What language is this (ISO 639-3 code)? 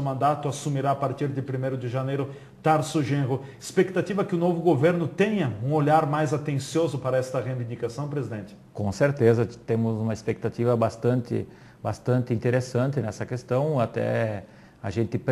por